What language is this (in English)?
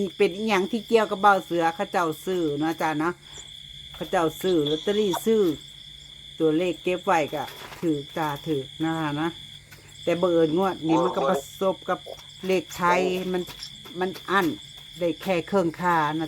Northeastern Thai